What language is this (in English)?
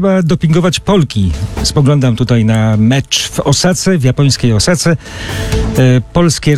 Polish